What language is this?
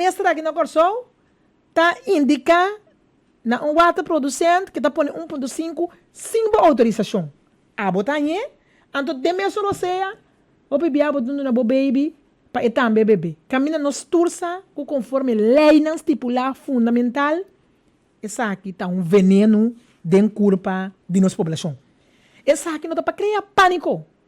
Papiamento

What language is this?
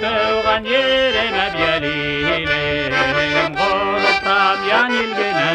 Bashkir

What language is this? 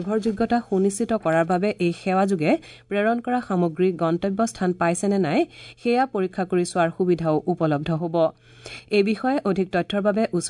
Assamese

